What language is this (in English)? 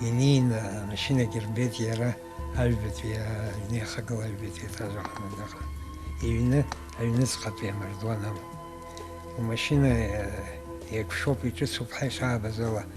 Abkhazian